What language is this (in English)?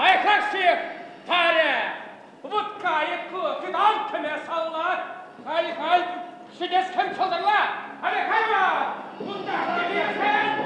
Chuvash